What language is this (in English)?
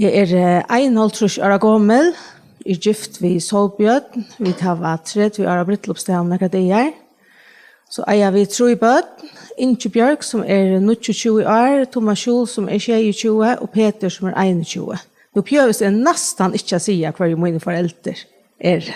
Faroese